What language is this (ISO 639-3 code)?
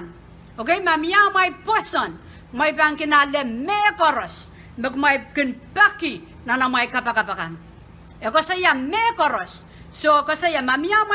pon